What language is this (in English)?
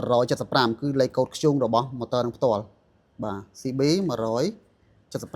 Khmer